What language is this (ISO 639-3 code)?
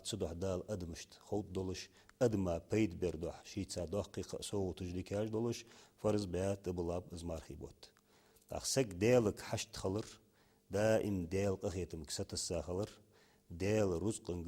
inh